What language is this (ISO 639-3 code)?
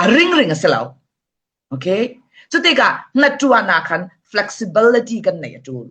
cfm